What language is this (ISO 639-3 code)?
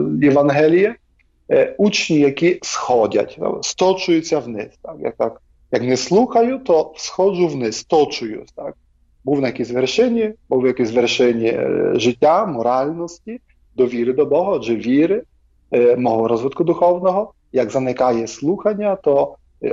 ukr